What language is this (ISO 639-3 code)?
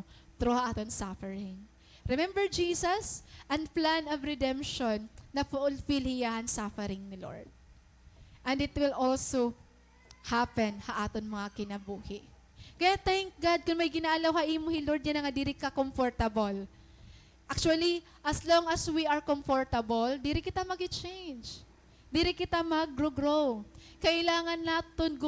war